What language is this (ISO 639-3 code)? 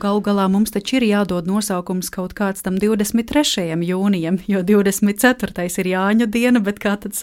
lav